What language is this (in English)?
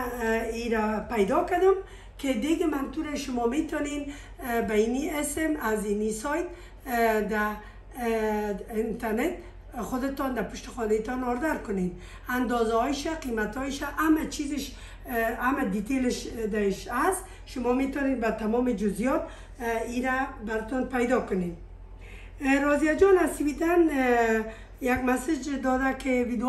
Persian